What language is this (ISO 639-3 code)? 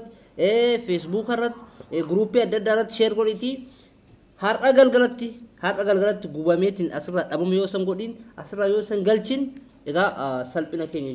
orm